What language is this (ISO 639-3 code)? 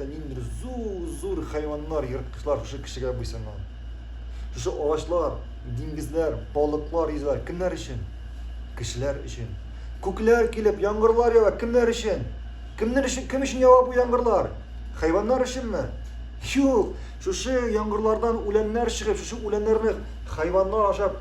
tat